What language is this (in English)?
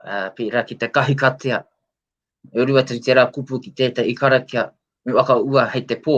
Māori